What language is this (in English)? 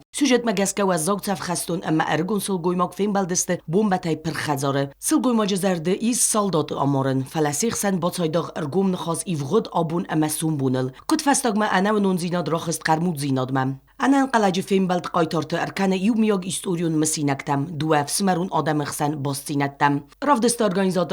Ossetic